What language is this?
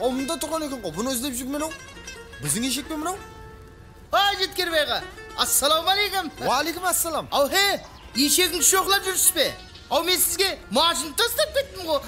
Kara-Kalpak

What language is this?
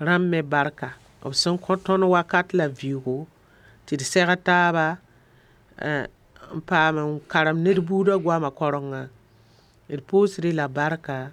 Mossi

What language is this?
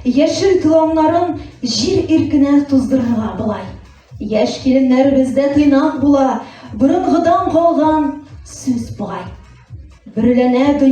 Tatar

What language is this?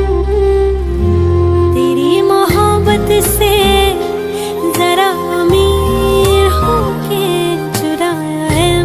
Hindi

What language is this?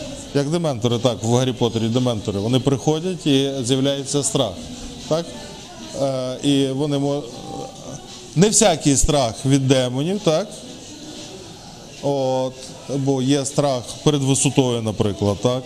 Ukrainian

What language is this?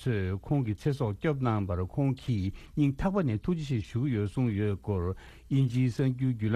Tibetan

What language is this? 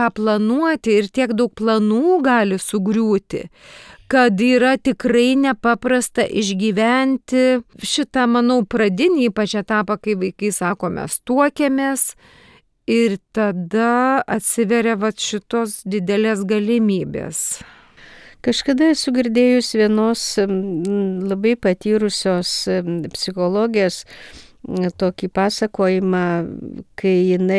Lithuanian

